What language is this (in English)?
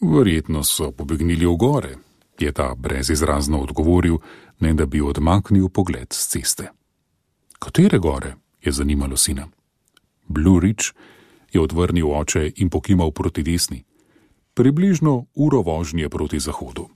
Slovenian